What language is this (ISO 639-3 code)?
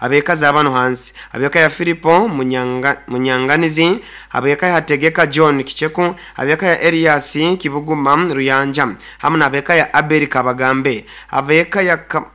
nyo